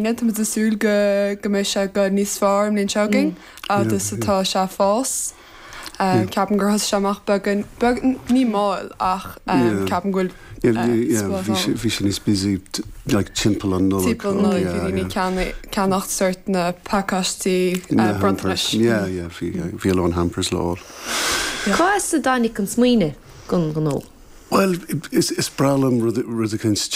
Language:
Irish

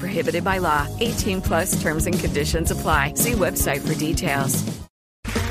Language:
English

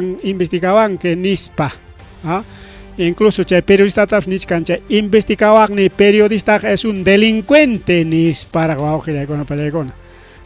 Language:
Ayacucho Quechua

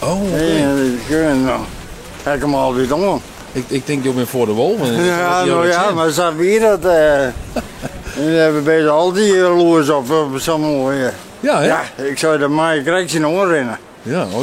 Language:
Western Frisian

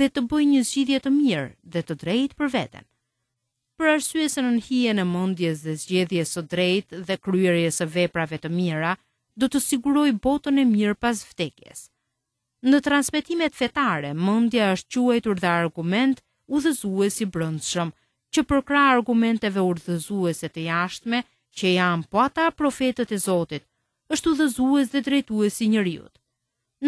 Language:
Albanian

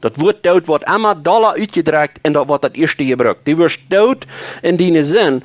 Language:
Plautdietsch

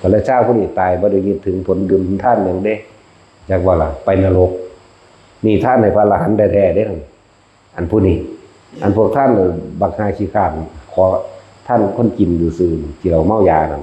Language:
Northeastern Thai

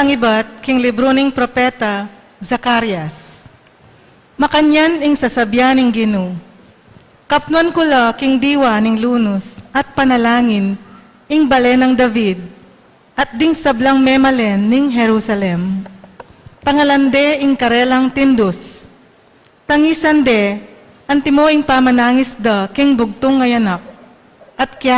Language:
Pampanga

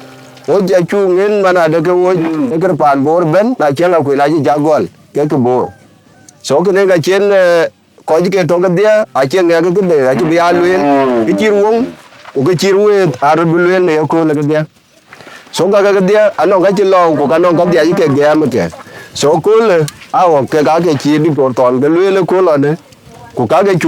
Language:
Dinka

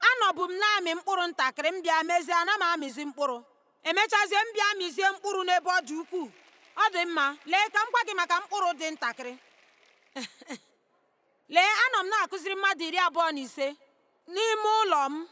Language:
Igbo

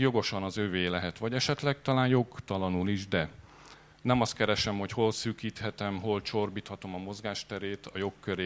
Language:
Hungarian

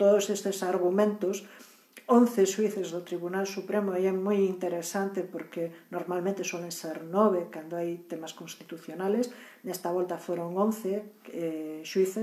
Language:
Galician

